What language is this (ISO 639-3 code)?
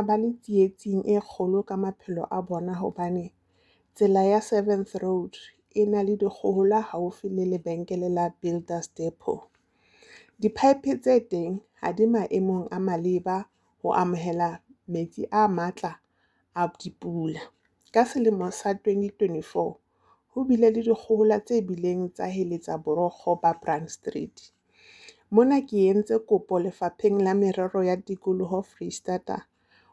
sot